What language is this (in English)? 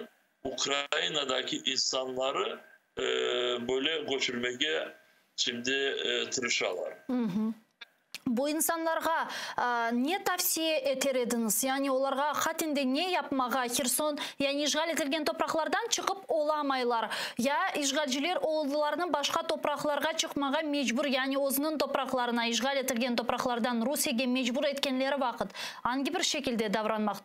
Crimean Tatar